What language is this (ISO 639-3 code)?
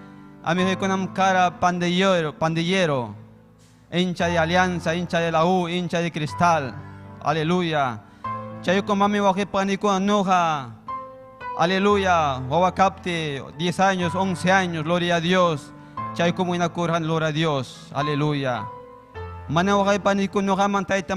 quy